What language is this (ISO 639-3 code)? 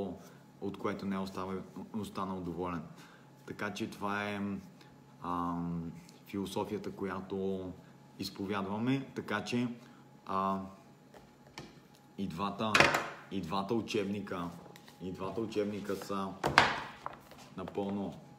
bul